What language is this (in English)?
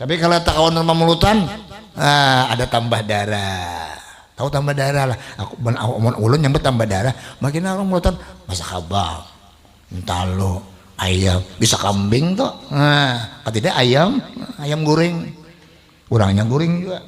Banjar